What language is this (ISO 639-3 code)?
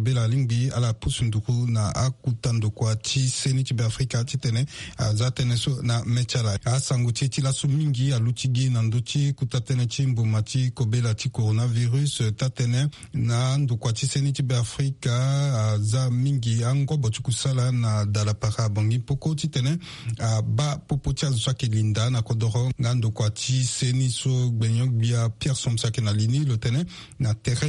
sag